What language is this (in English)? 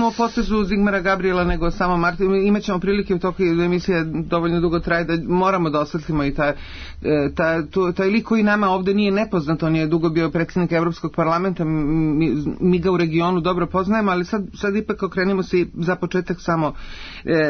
Serbian